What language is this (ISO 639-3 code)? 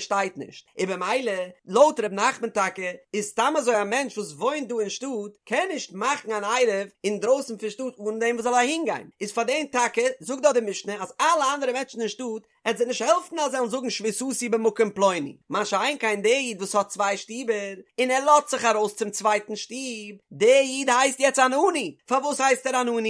yid